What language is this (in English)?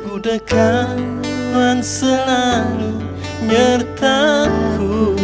Iban